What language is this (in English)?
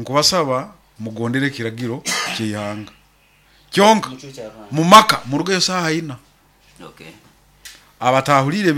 Nyoro